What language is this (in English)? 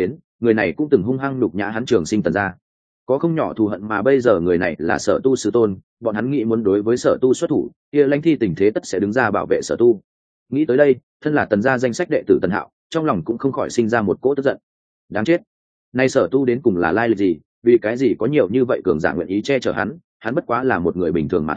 Vietnamese